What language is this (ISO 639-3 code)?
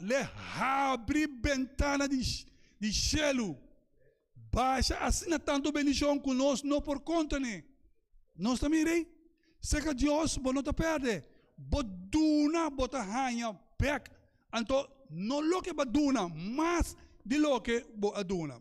pap